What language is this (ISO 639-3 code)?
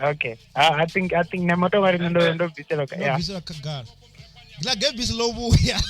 ven